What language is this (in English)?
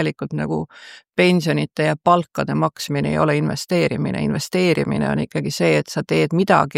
Estonian